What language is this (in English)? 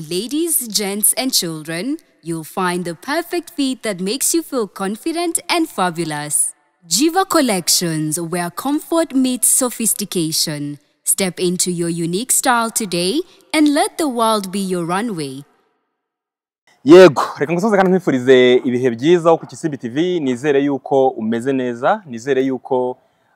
Kinyarwanda